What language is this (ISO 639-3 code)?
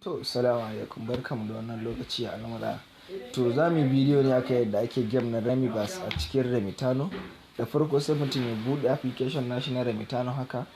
hau